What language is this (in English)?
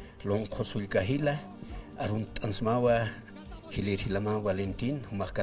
Aymara